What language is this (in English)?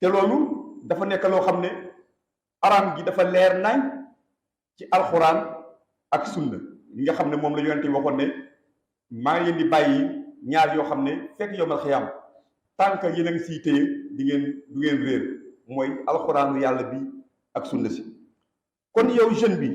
Wolof